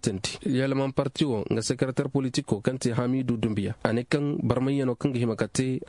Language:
Koyraboro Senni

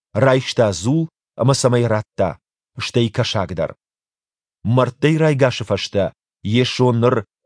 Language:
Ossetic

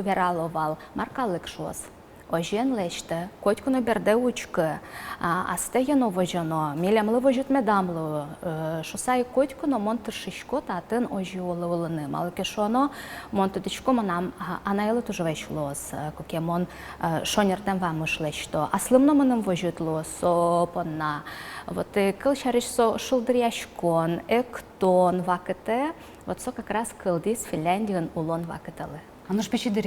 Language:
Udmurt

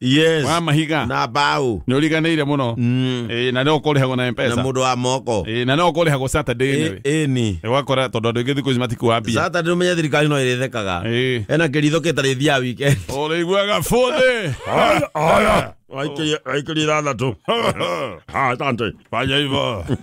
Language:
Kikuyu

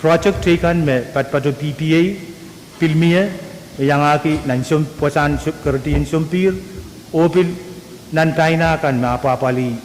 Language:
Pohnpeian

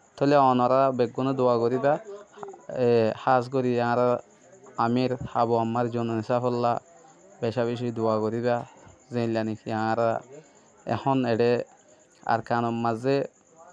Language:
Rohingya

